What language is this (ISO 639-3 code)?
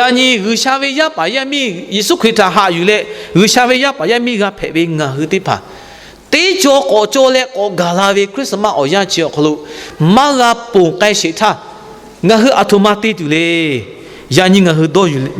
lhu